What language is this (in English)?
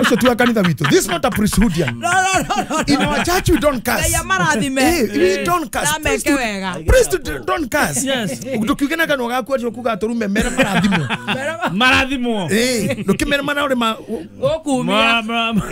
Kikuyu